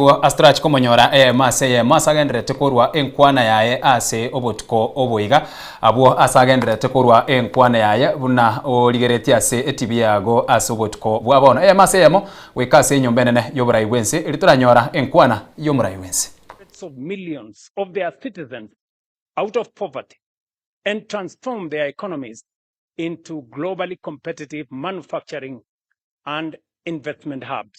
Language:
Gusii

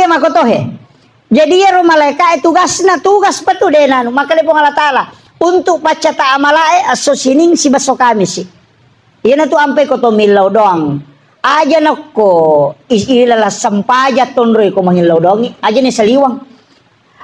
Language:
Buginese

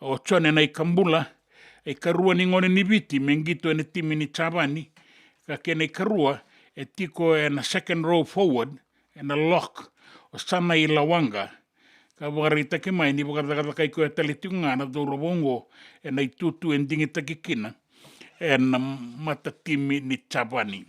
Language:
Fijian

